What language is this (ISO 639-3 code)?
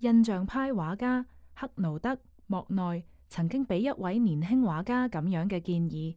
yue